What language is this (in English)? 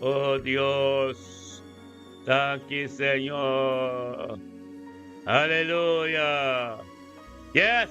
Papiamento